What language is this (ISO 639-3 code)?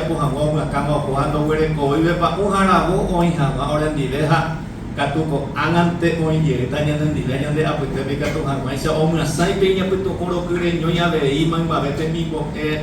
grn